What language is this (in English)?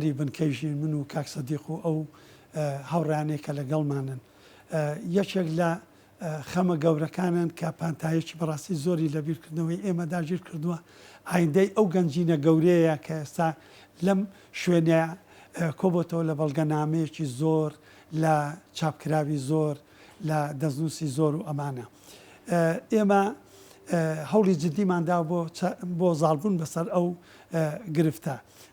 Central Kurdish